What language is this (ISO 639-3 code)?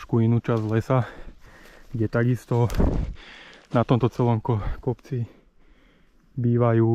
slk